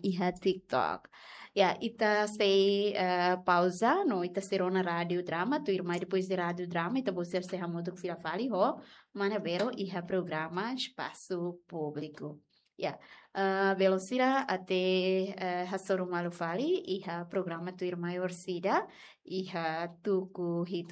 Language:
Tetum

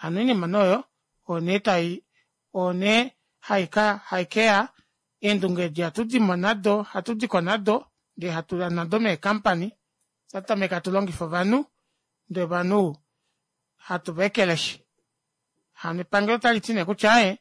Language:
Kuanyama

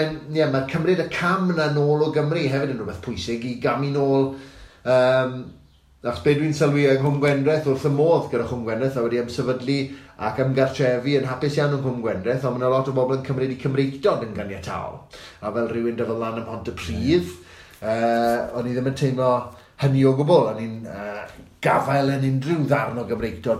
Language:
Welsh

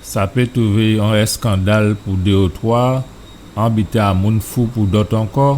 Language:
Guadeloupean Creole French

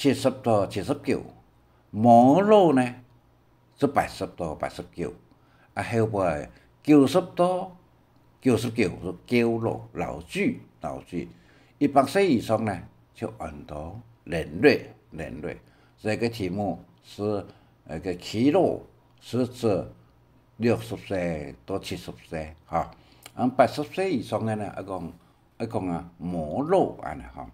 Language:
Hakka Chinese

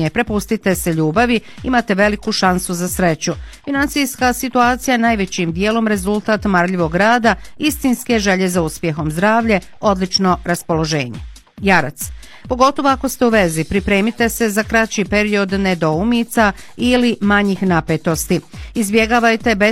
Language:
Croatian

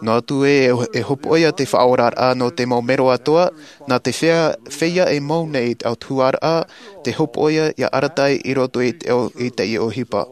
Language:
Tahitian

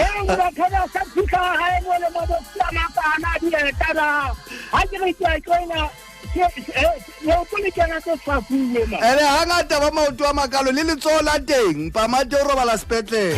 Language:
Southern Sotho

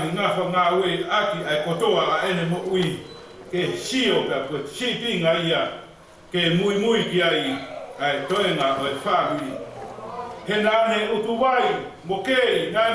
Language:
Tongan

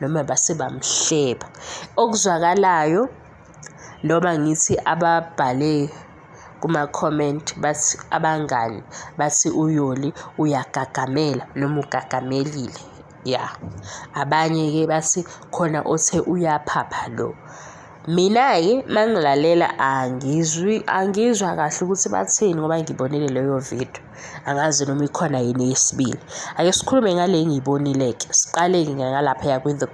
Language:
Zulu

